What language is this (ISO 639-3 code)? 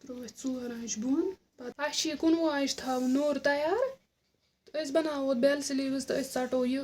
kas